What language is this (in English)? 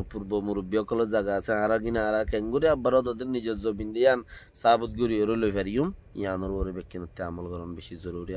Rohingya